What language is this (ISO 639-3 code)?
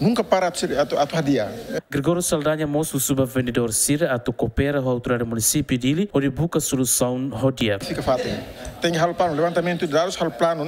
tet